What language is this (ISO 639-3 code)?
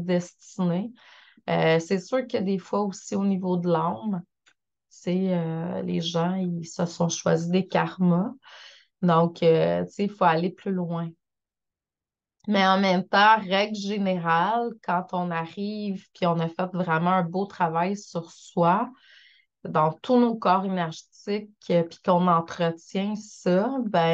fra